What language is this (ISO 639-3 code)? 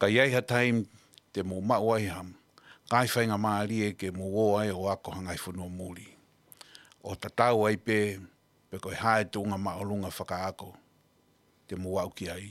ton